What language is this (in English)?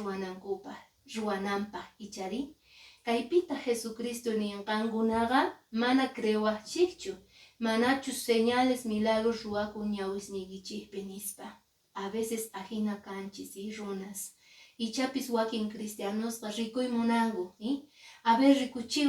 Quechua